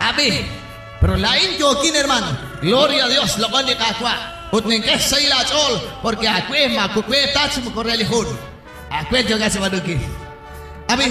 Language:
Kekchí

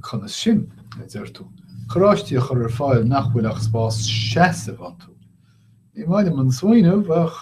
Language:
Irish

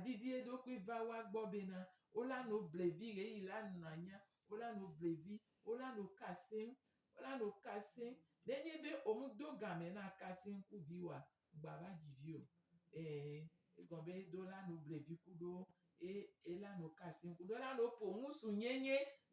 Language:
Gen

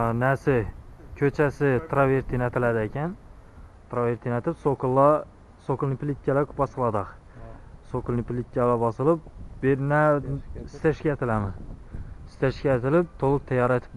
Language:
Uzbek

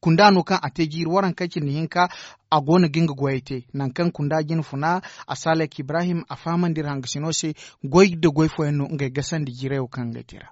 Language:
Zarma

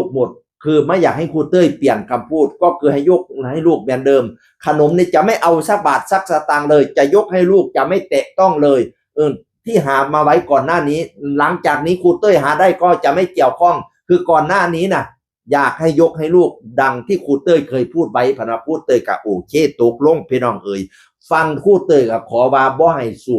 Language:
Northeastern Thai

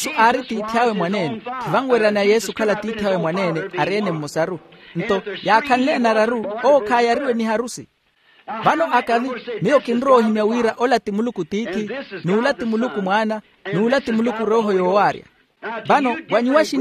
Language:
Makhuwa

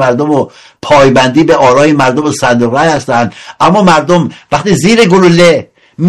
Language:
Persian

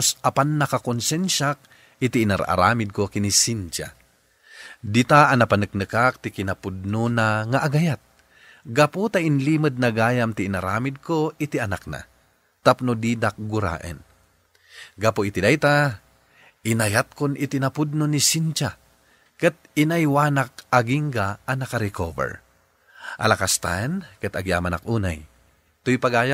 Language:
Iloko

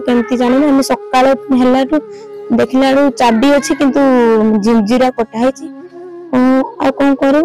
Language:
Odia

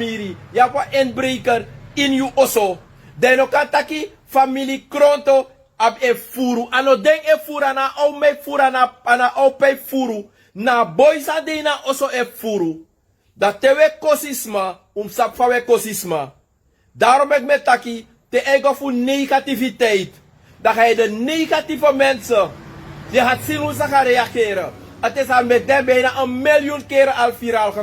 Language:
Sranan Tongo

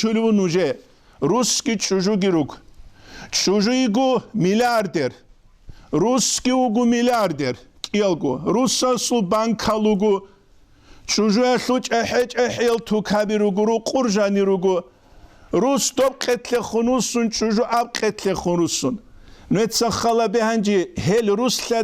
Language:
Avaric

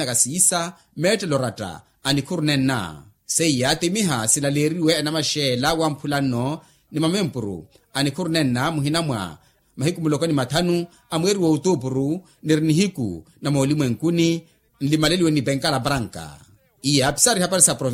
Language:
Makhuwa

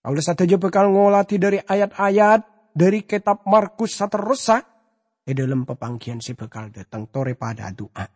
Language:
Madurese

